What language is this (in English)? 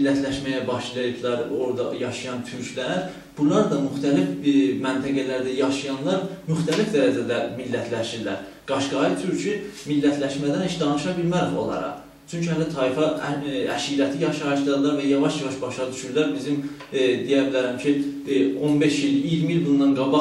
South Azerbaijani